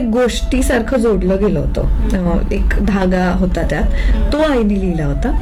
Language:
Marathi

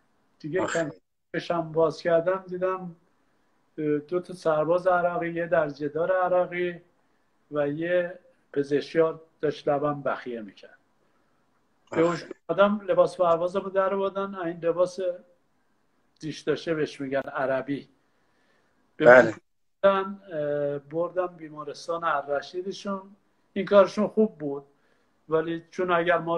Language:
Persian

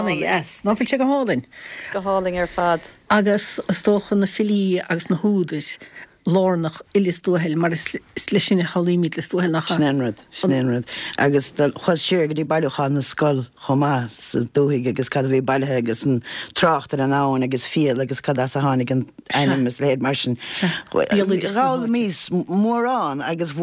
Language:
Irish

